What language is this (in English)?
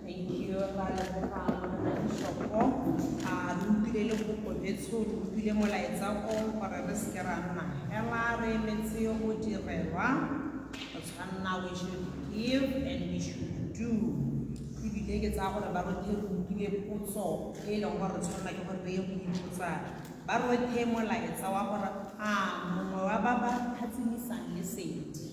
Tswana